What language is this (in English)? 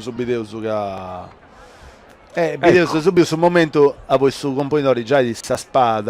Sardinian